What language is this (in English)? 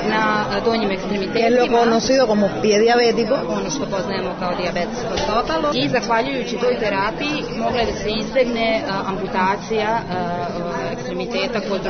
Serbian